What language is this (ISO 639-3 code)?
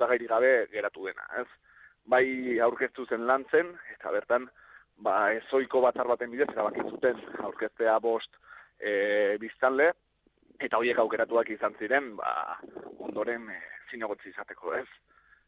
eus